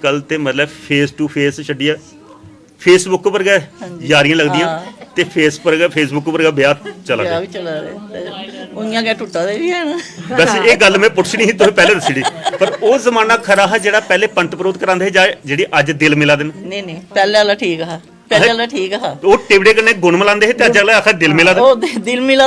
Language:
Dogri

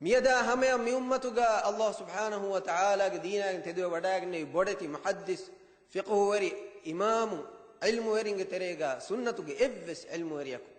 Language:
Divehi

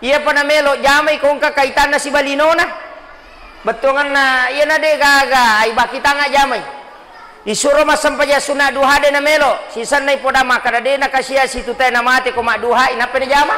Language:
Buginese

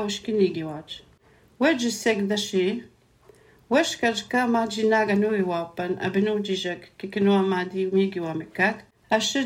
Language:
Latvian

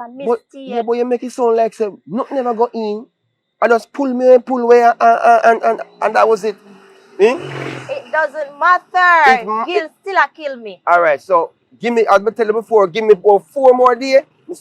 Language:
Jamaican Creole English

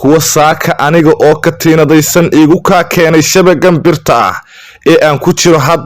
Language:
Somali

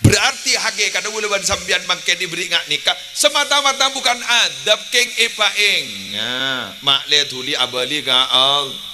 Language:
Madurese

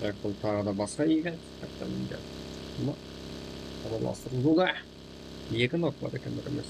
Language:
Kara-Kalpak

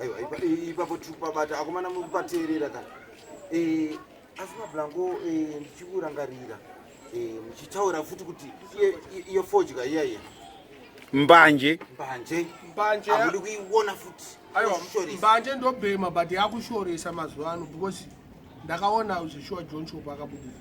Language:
Shona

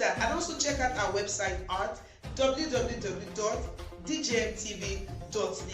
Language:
Nigerian Pidgin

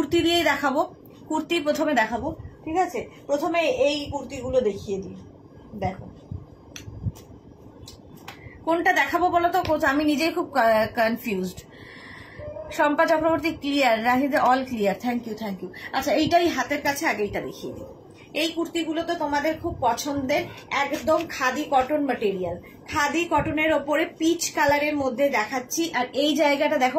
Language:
Bangla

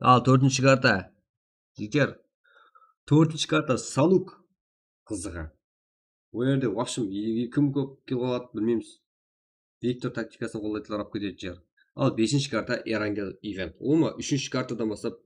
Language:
Kara-Kalpak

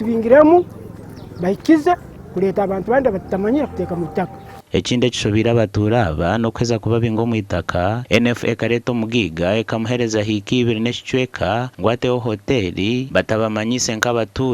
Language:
Nyankole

